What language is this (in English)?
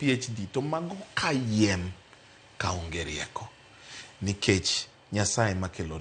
Luo (Kenya and Tanzania)